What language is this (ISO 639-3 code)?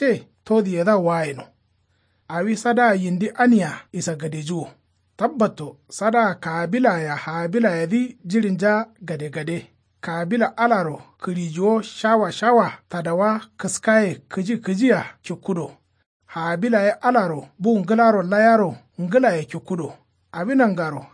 kau